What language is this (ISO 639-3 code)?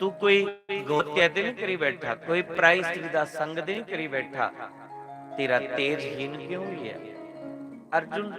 doi